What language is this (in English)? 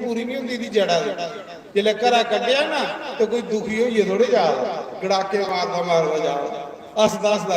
Dogri